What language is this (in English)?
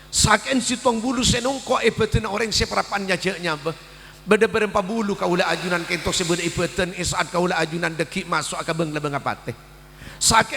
Madurese